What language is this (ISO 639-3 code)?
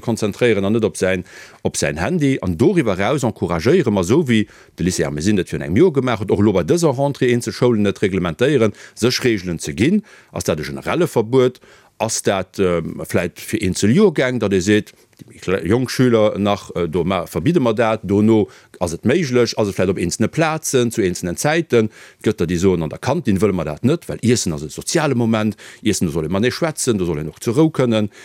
ltz